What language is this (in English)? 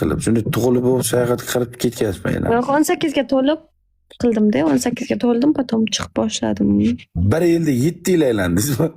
Uzbek